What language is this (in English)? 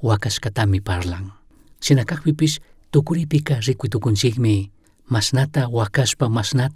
Chimborazo Highland Quichua